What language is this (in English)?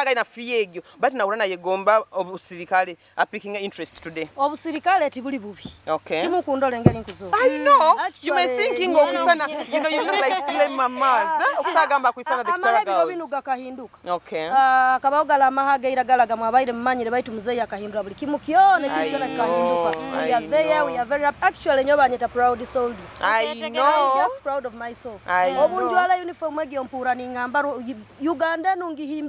Nyoro